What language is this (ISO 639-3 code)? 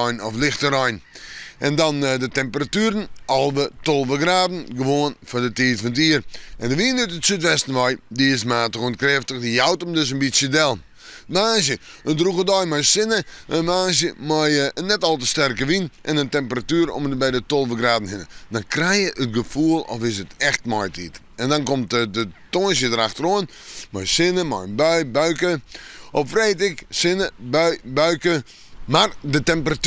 fry